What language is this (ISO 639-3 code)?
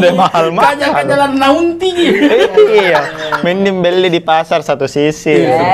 mfp